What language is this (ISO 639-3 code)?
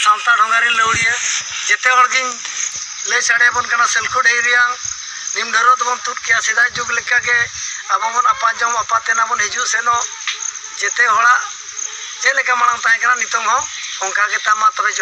sat